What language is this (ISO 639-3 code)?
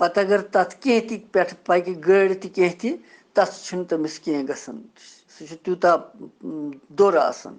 kas